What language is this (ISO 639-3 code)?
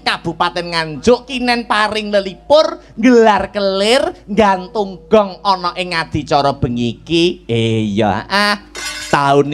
jav